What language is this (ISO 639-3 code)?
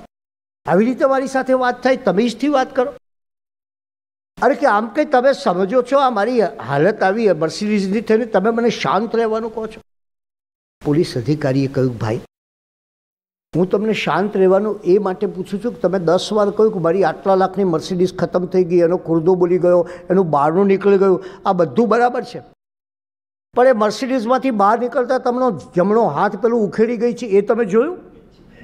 guj